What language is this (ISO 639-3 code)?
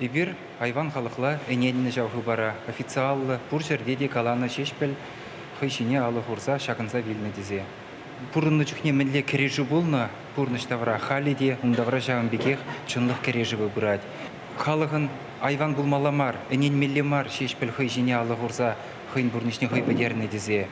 chv